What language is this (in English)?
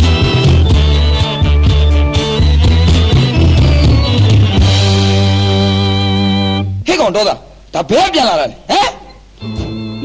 Burmese